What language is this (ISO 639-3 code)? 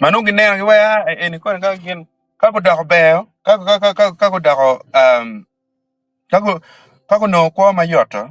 ach